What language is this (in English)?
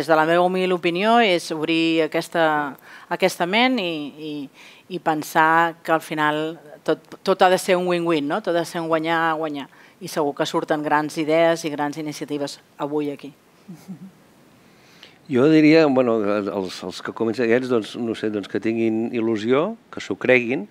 Catalan